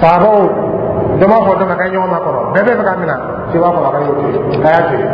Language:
Dyula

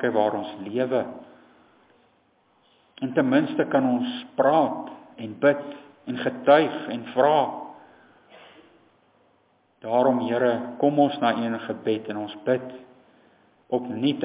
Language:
Afrikaans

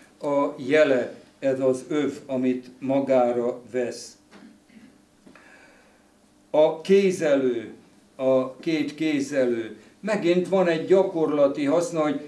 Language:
Hungarian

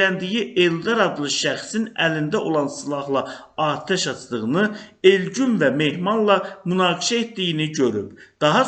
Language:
Azerbaijani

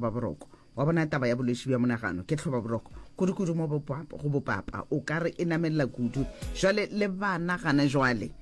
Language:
Northern Sotho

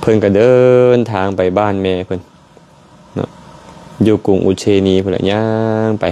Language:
Lao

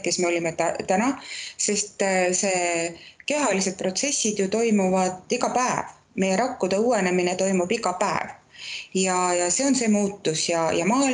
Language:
Estonian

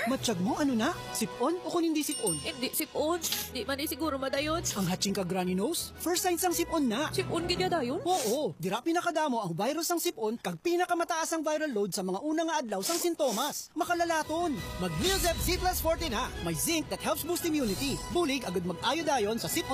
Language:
Hiligaynon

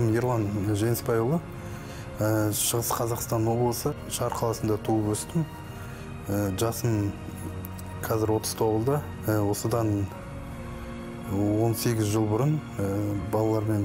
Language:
Kazakh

